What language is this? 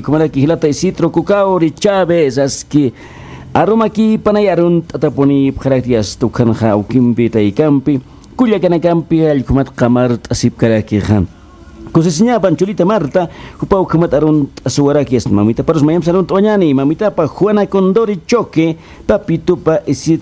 Aymara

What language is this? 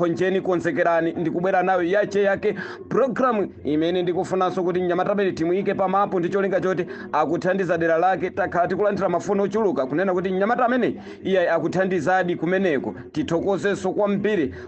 Nyanja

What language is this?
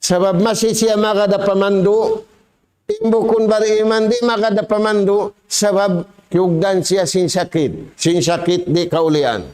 Tausug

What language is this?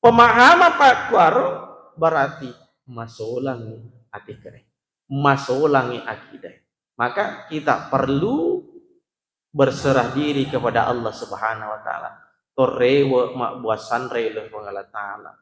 Buginese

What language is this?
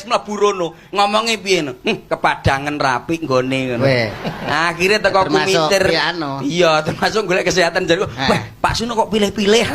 Javanese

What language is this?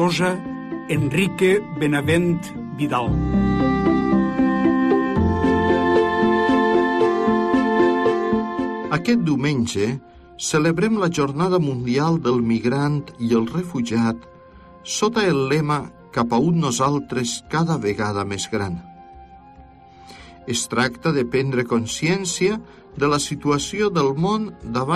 Catalan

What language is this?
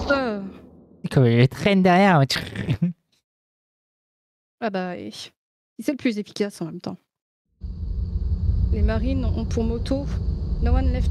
French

